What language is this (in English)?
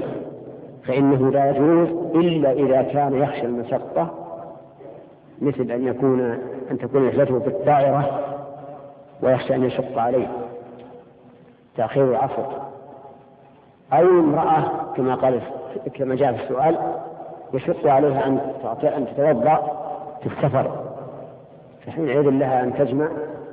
Arabic